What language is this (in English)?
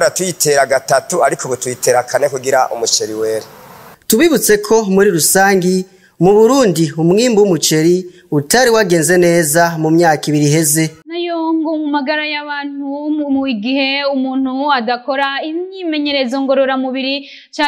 Rundi